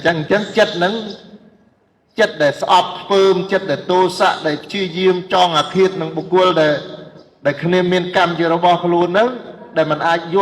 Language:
Khmer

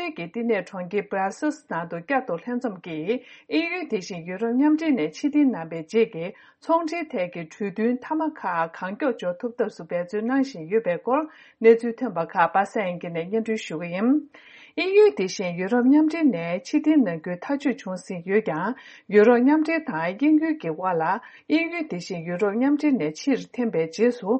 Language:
Tibetan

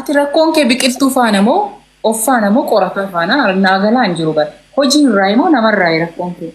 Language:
Oromo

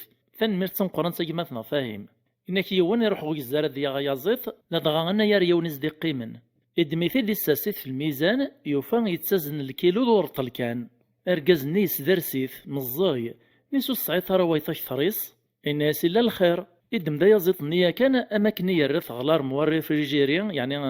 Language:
Kabyle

